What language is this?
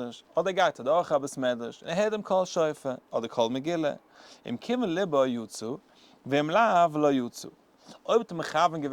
Yiddish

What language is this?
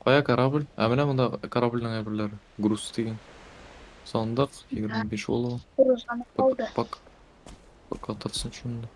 Tatar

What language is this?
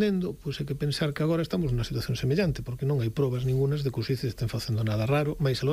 Galician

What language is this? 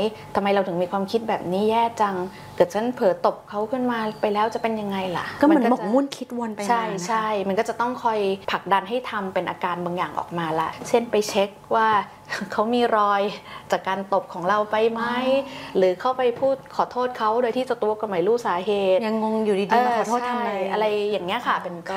Thai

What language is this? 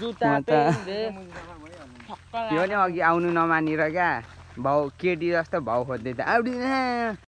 Nepali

